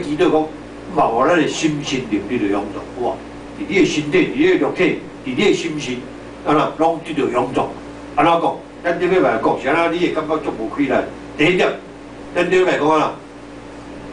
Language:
Min Nan Chinese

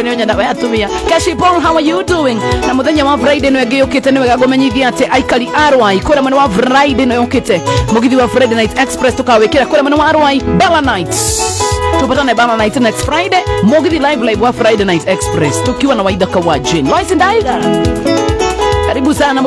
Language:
Kikuyu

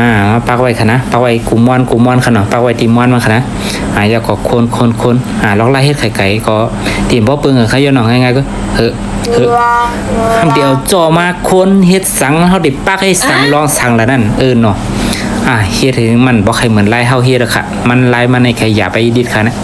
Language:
Shan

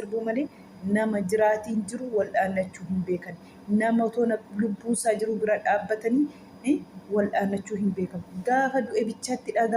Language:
Oromo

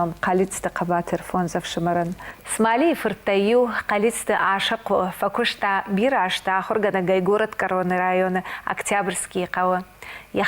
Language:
Ossetic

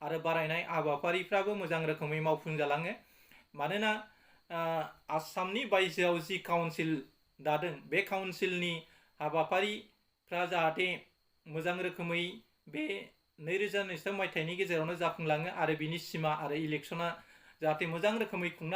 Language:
Bodo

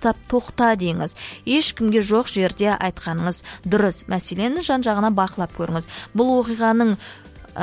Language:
Kazakh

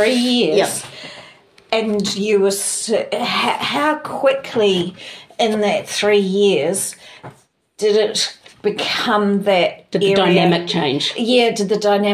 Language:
English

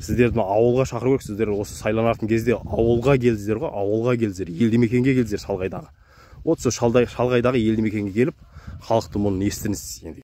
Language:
Kazakh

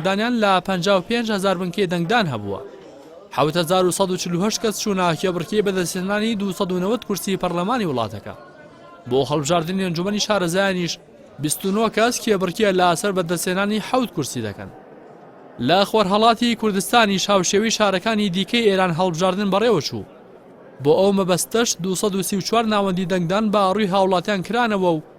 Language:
Central Kurdish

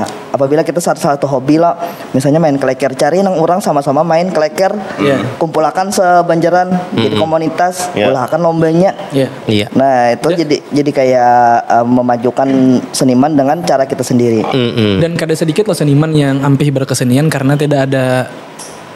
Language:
Banjar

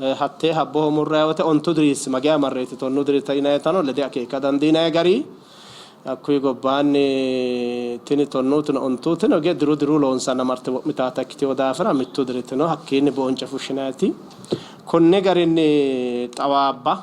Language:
Sidamo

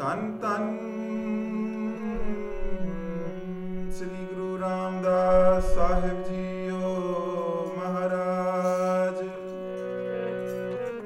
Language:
Punjabi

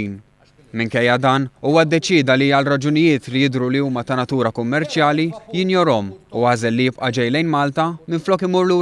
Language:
Maltese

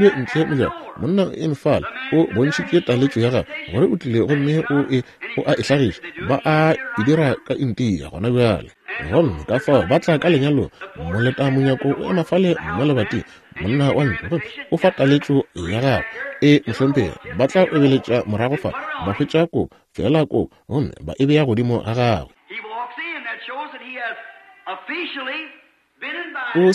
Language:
Northern Sotho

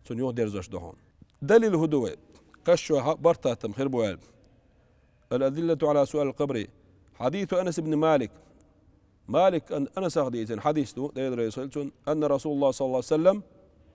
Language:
Chechen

